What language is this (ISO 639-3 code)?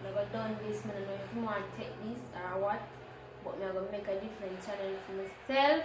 jam